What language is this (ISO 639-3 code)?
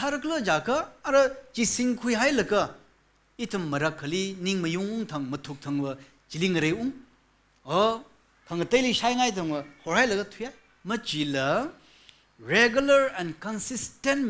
nmf